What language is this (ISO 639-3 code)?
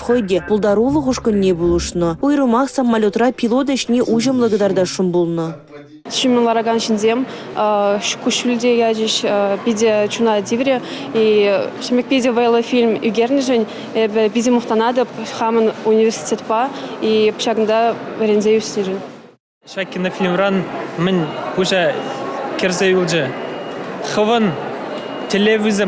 chv